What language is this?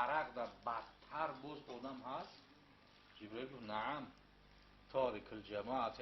Tajik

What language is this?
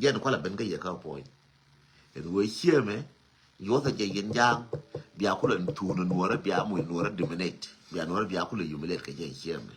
Nuer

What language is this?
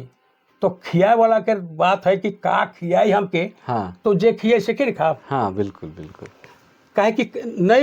Sadri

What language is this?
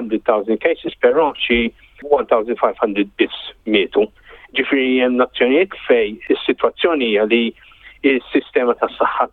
Maltese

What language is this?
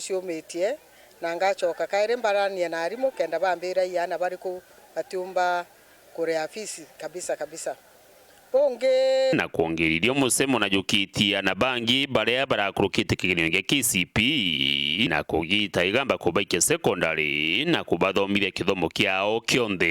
Meru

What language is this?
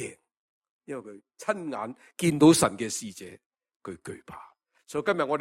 Cantonese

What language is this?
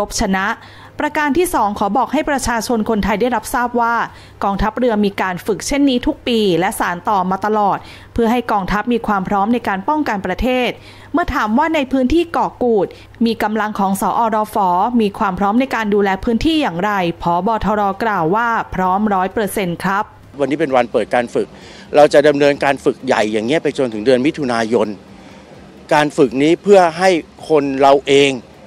Thai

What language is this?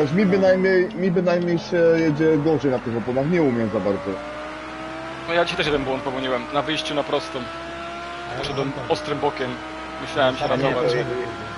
Polish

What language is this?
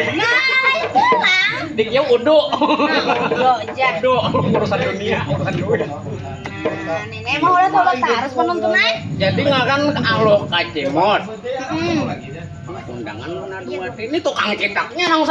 Banjar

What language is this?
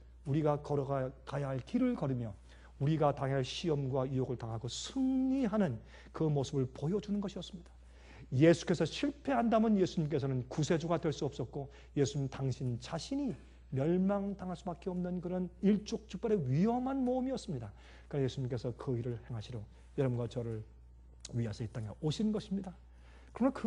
Korean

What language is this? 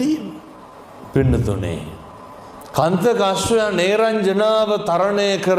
Sinhala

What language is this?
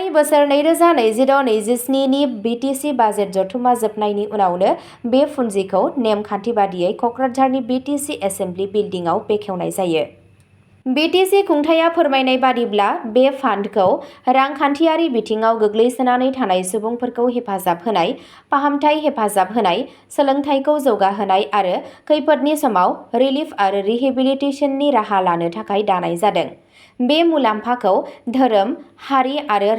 Bodo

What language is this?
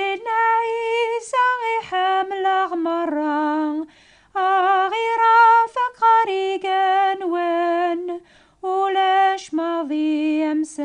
Kabyle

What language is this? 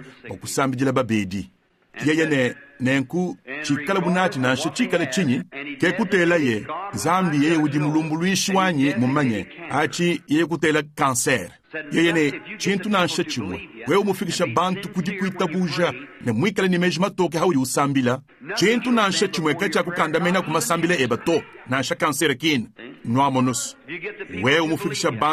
Luba-Lulua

